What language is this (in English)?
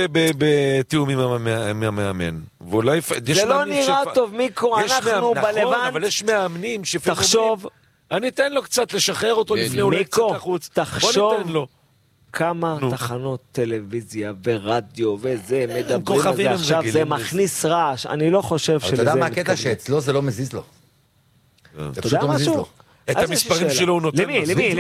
Hebrew